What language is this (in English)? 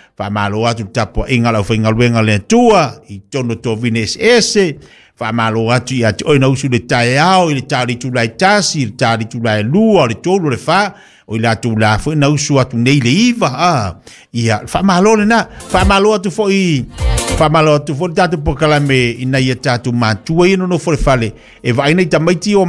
Samoan